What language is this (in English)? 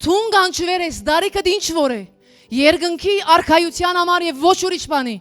Western Armenian